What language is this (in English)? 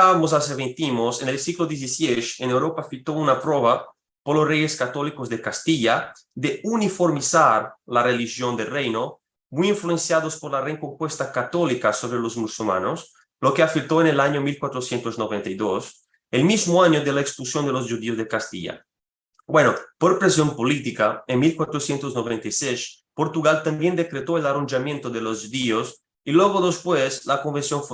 Ladino